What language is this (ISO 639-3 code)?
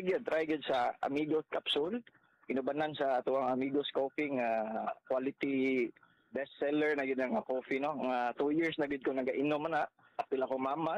ceb